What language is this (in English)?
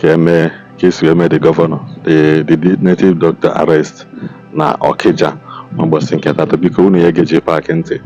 Igbo